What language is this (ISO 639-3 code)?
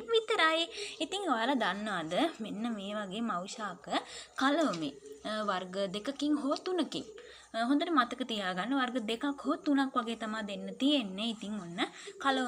sin